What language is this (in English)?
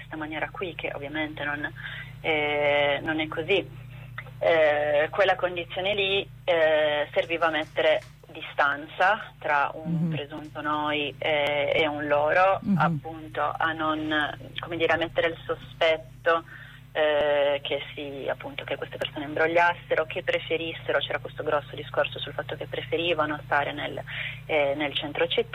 Italian